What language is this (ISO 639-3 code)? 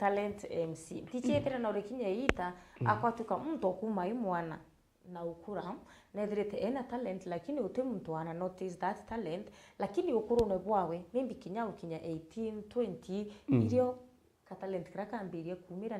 mer